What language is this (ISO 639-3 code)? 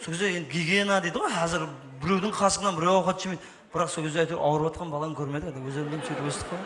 kaa